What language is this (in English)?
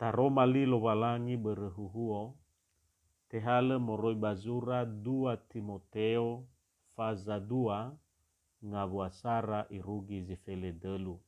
Nias